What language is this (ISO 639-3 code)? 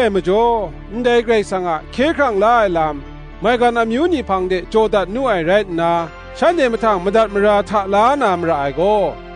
kac